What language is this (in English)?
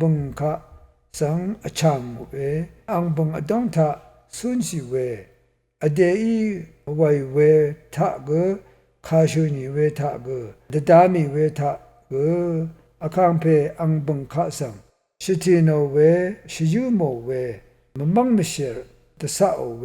Rawang